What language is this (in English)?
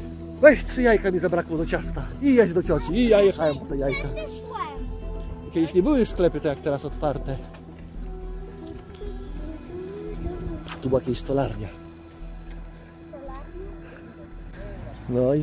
Polish